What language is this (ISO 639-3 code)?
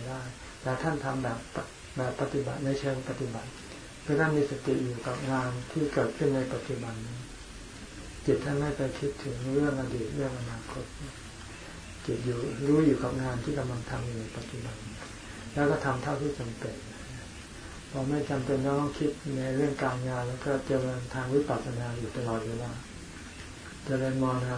tha